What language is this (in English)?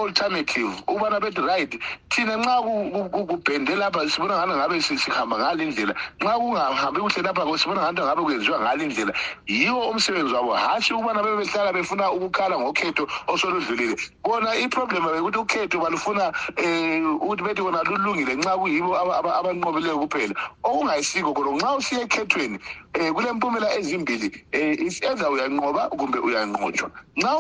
North Ndebele